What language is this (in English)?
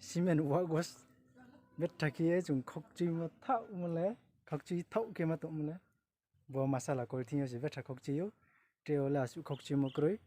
Riang (India)